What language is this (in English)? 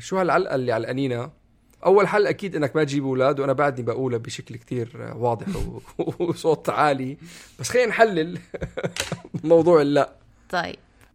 North Levantine Arabic